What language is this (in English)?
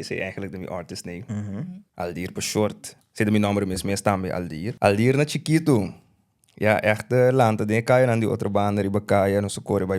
Papiamento